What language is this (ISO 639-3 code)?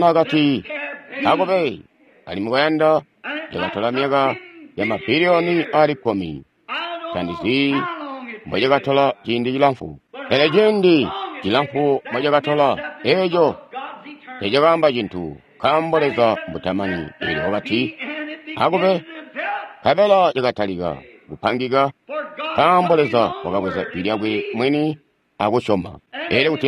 toi